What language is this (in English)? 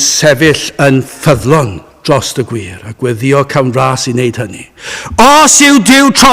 Welsh